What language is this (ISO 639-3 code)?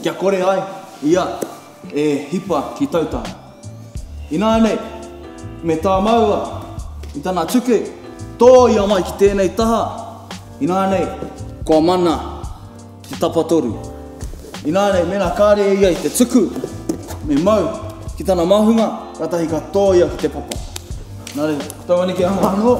mri